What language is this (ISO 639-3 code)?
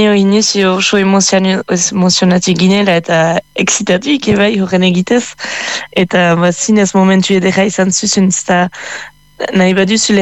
eus